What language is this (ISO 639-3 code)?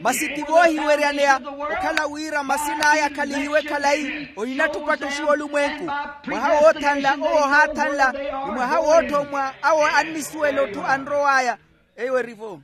vmw